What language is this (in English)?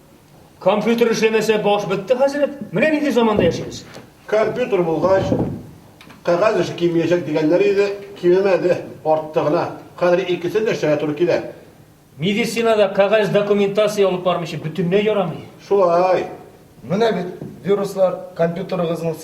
Tatar